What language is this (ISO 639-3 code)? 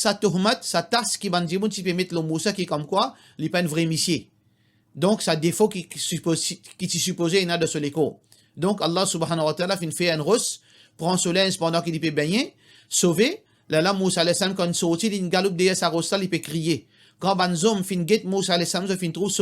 mfe